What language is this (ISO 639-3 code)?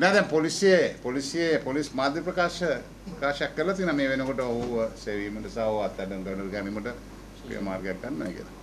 sin